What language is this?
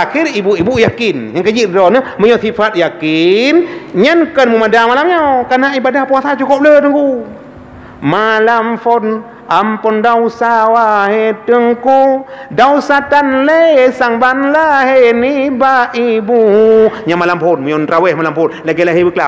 Achinese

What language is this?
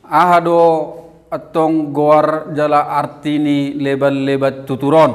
Batak Toba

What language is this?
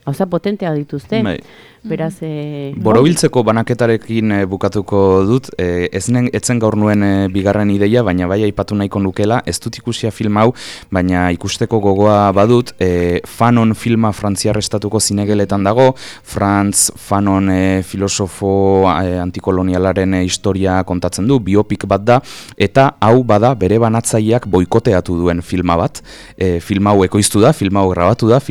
Basque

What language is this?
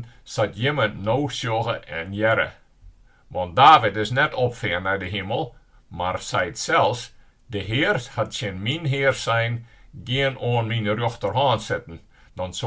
Western Frisian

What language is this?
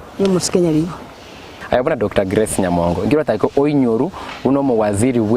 Gusii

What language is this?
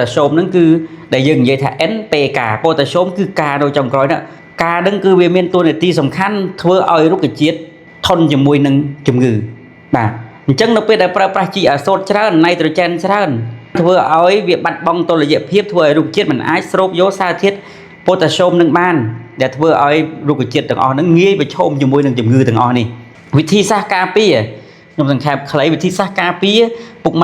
Khmer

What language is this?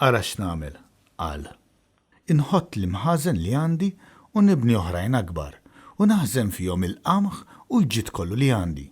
Maltese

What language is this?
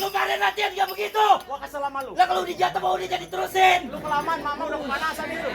Betawi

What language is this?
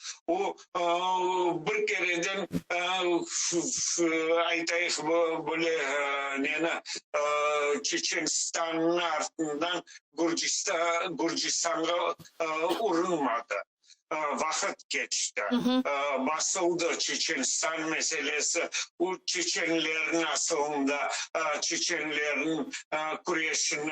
Crimean Tatar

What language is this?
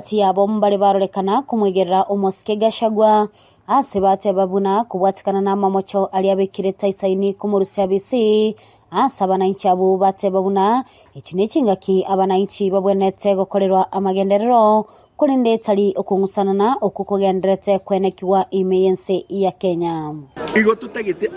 Gusii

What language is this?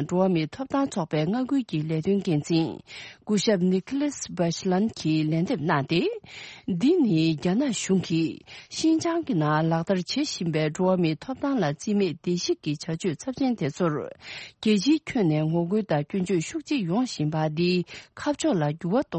Tibetan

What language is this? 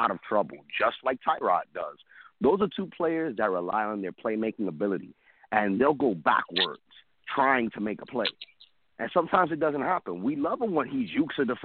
English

